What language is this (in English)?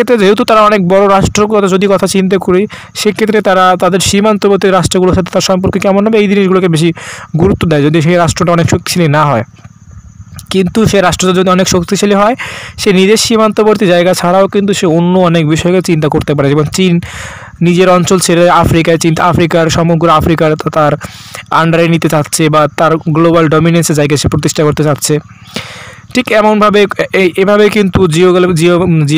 Bangla